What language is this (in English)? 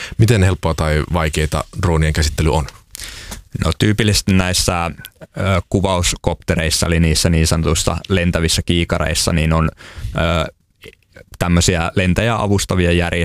Finnish